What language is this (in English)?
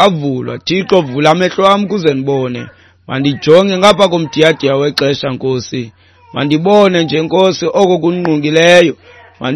Xhosa